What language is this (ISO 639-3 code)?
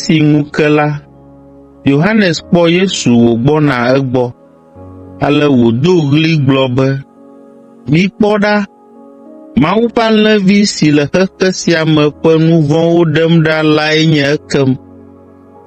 ewe